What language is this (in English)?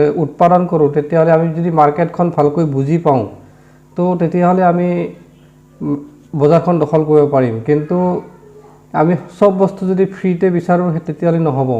Assamese